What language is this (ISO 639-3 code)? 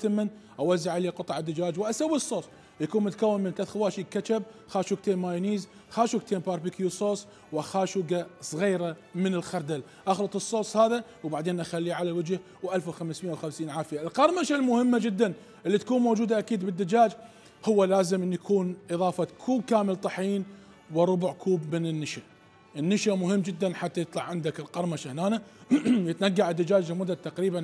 acm